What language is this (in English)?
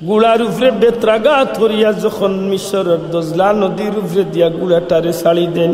Sylheti